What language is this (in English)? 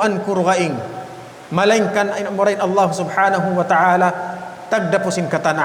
Tausug